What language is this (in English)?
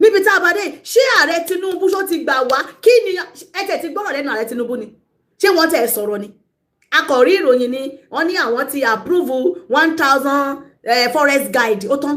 Yoruba